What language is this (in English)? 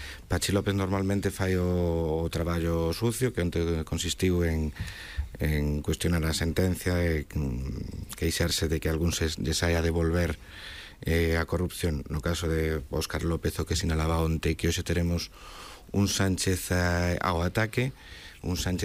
Galician